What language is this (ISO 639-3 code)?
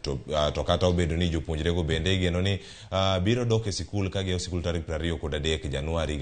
luo